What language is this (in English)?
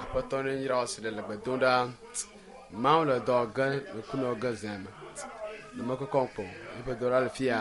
Ewe